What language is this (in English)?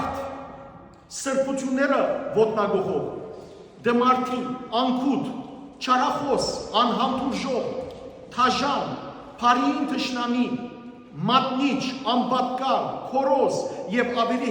Western Armenian